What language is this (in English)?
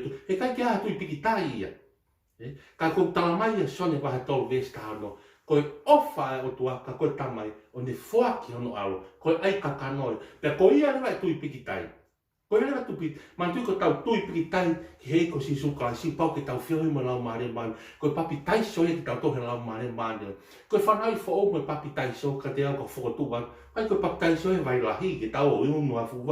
Tongan